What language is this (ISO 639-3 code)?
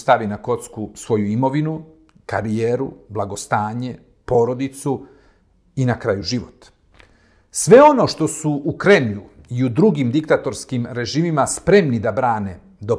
srp